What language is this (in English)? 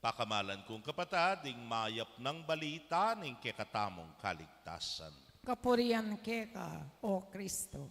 Pampanga